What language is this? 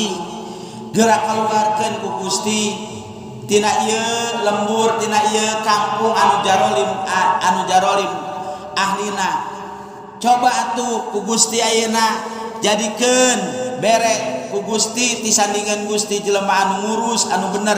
Sundanese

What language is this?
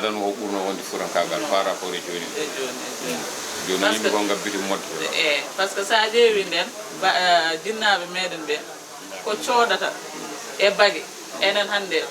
Fula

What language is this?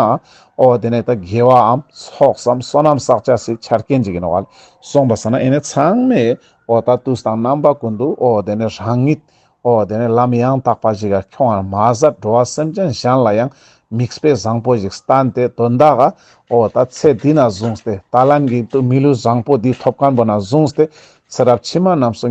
Ladakhi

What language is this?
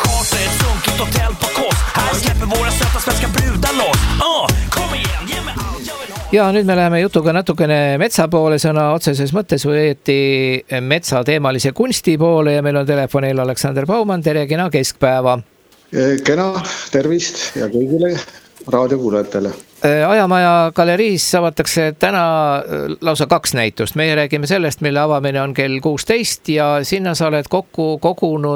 Estonian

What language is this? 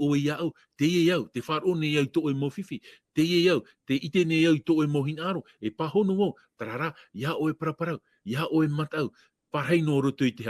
Tahitian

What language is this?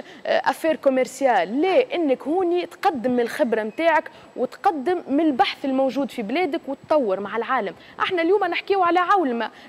Tunisian Arabic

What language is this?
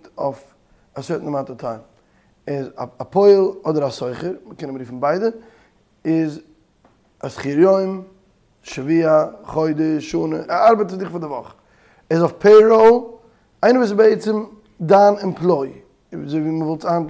Yiddish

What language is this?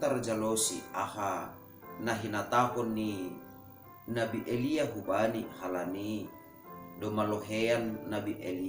Batak Simalungun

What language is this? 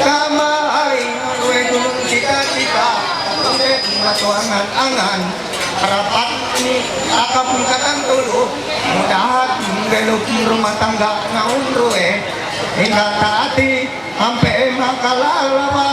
Ma'anyan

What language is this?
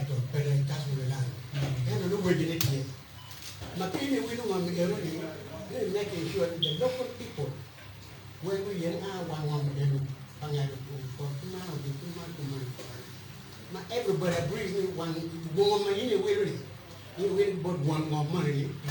Acoli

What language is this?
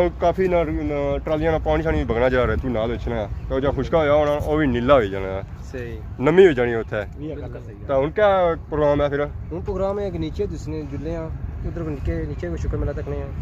Pahari-Potwari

